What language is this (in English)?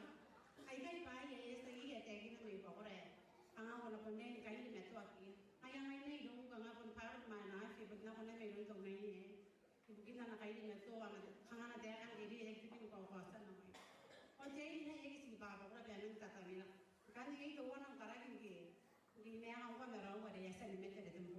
Gilbertese